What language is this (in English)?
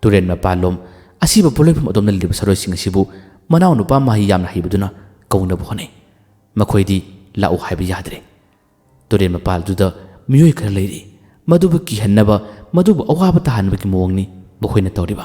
Manipuri